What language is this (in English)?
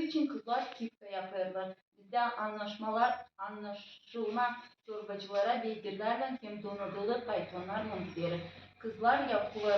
Gagauz